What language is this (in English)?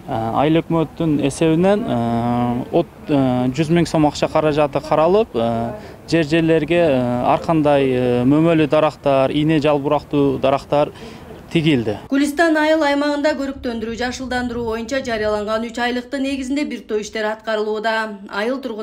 Kyrgyz